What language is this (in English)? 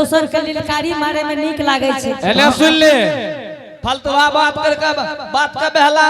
Angika